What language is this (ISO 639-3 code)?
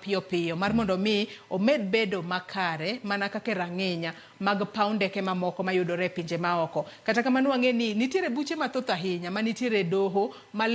luo